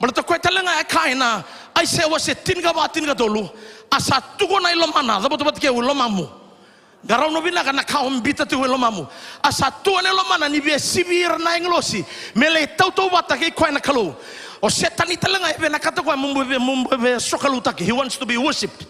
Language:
Fijian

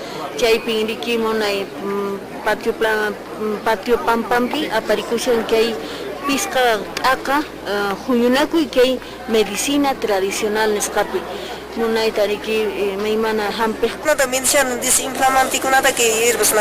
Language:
Quechua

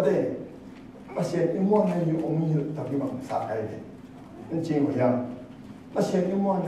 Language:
Tedim Chin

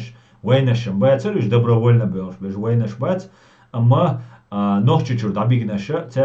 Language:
Chechen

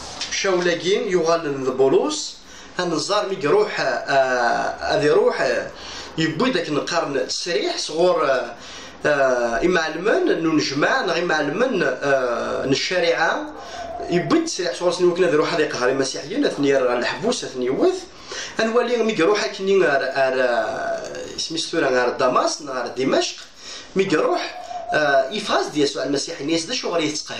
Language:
Kabyle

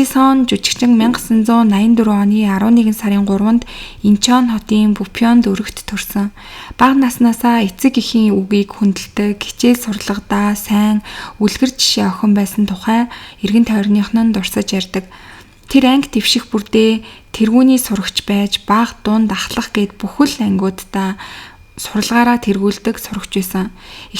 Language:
Mongolian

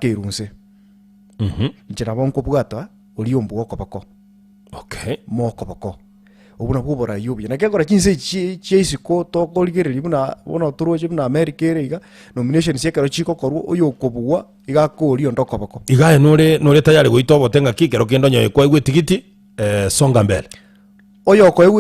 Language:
Gusii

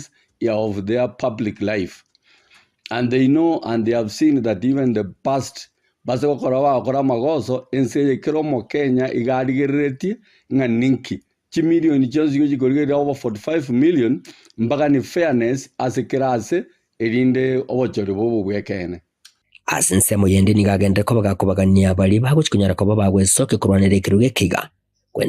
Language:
Gusii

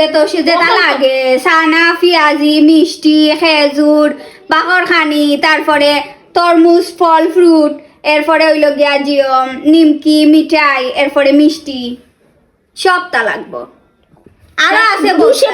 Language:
Sylheti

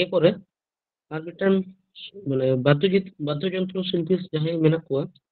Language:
Santali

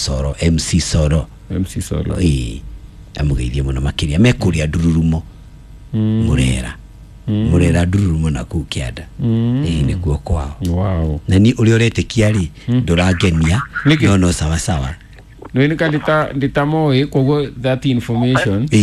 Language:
Kikuyu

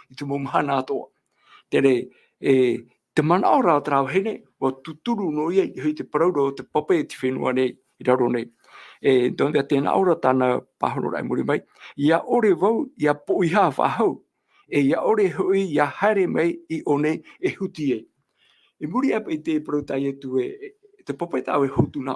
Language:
Tahitian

